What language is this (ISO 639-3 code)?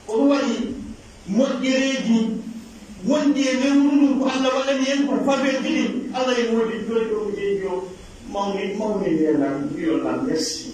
fuf